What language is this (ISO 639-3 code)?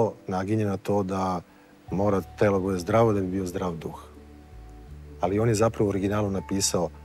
srp